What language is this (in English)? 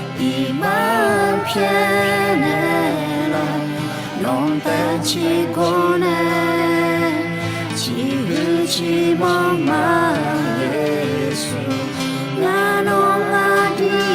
Akha